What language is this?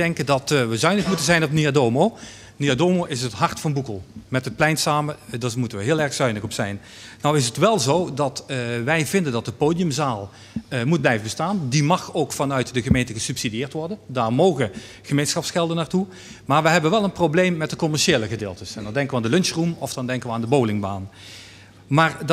Dutch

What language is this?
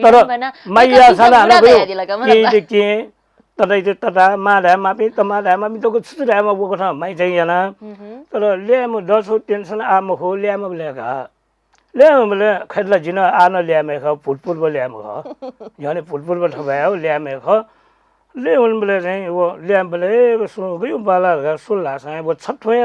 Newari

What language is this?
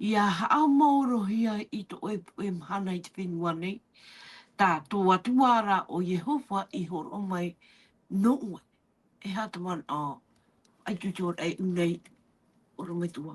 Tahitian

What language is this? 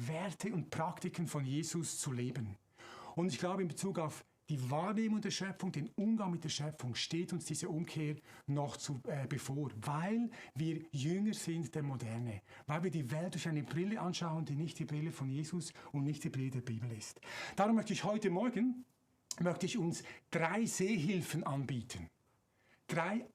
Swiss German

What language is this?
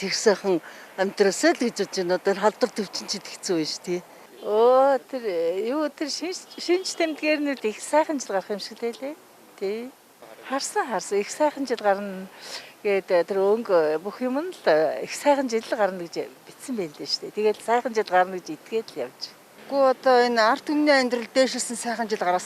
Mongolian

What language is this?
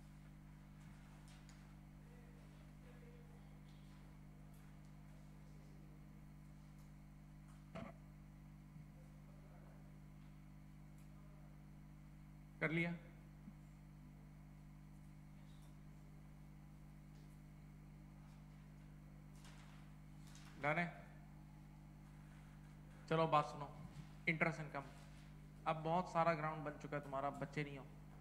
Hindi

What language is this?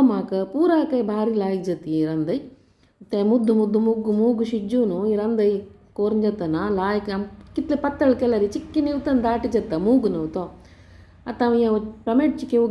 Konkani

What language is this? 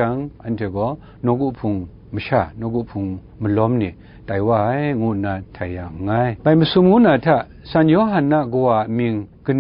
Kachin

